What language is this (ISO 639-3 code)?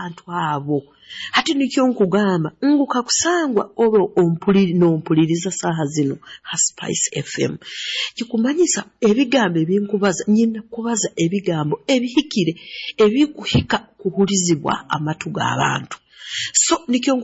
nyo